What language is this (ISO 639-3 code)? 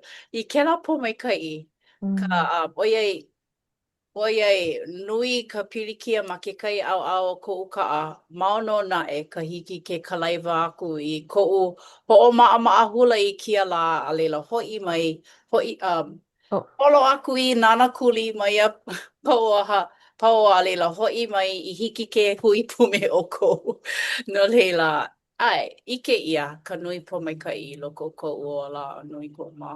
haw